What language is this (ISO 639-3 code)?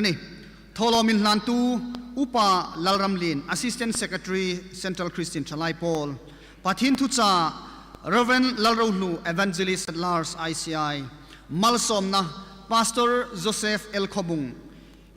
hmr